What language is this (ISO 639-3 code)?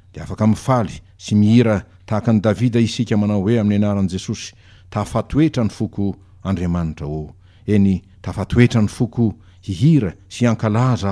mlg